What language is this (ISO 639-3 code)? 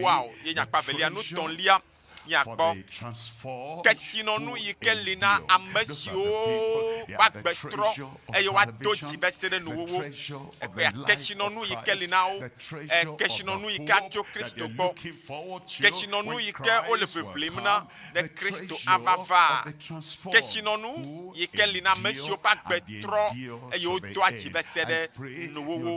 ewe